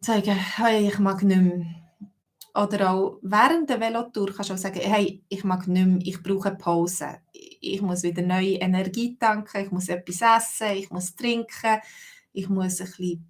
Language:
Swiss German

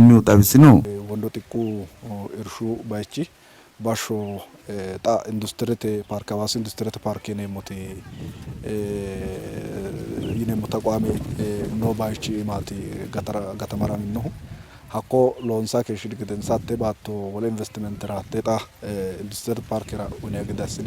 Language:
Sidamo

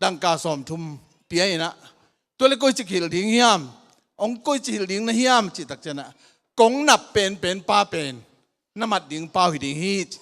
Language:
Tedim Chin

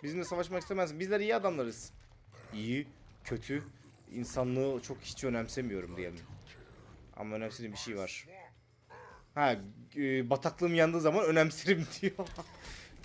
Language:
Turkish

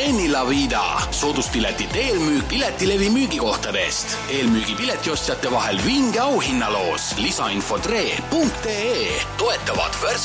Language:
Estonian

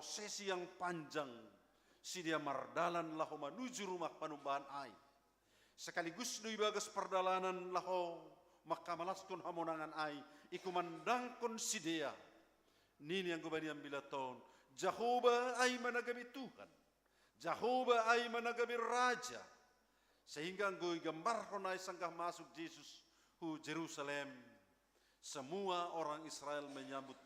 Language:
Batak Simalungun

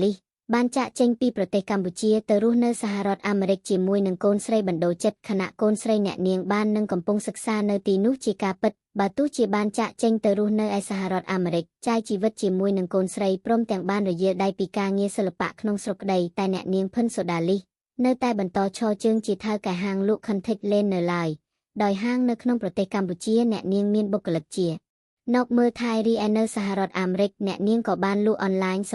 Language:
Khmer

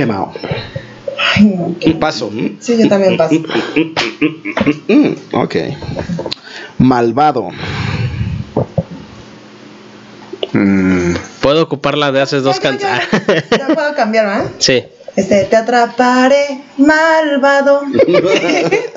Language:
Spanish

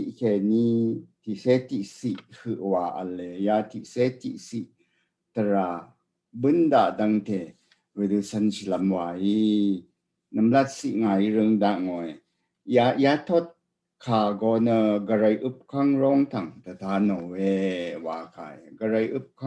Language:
Rawang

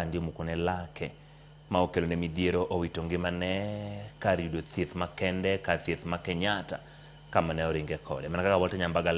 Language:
Luo (Kenya and Tanzania)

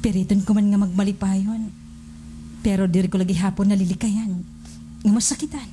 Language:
Waray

